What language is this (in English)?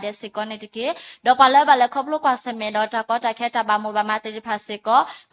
S'gaw Karen